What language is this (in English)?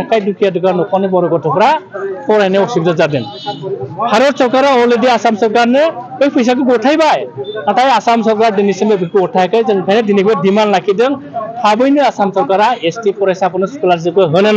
Bodo